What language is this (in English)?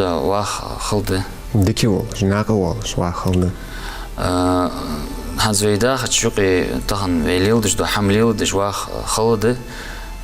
Ingush